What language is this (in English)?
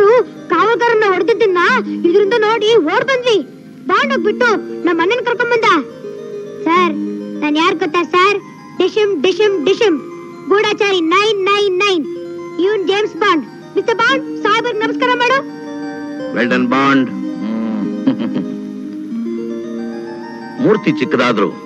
Kannada